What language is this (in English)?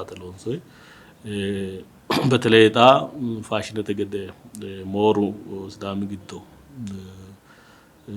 Sidamo